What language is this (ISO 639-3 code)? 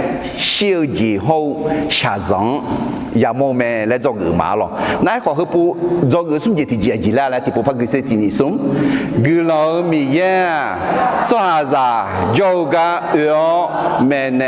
ahk